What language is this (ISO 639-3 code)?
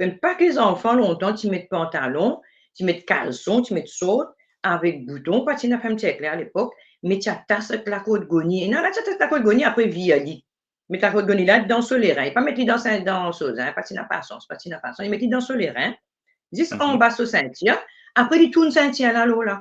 mfe